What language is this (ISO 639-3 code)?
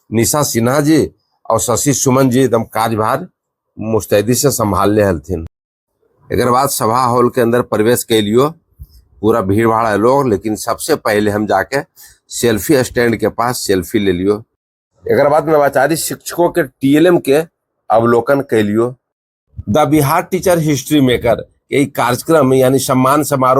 mag